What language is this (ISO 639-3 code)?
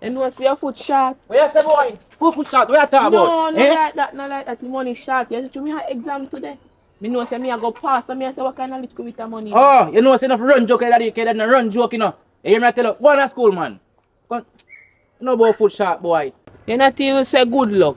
jam